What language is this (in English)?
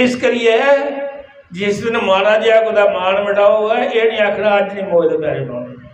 Dogri